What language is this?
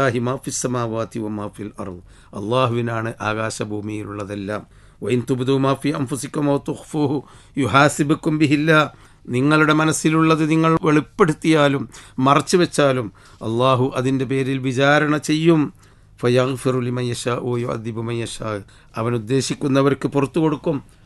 Malayalam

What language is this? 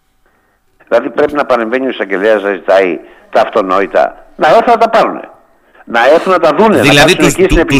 Greek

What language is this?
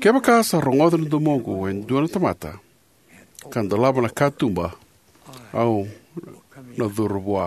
Fijian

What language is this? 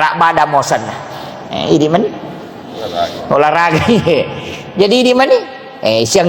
Buginese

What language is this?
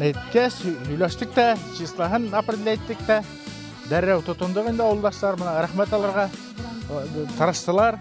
Bashkir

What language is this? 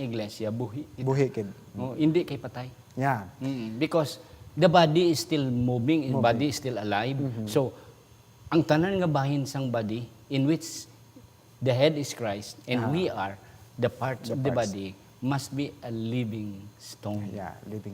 Hiligaynon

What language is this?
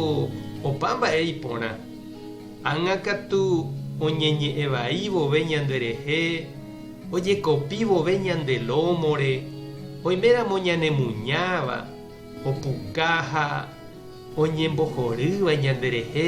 Guarani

